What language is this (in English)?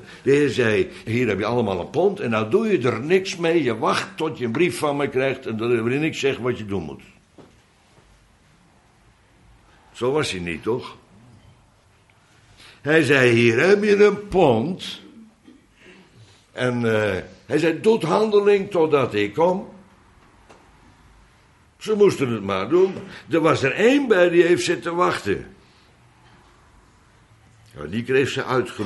Dutch